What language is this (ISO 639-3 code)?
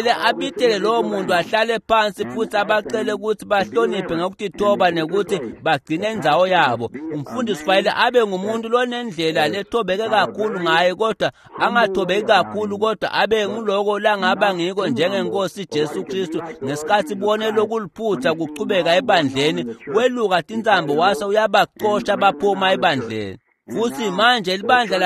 ssw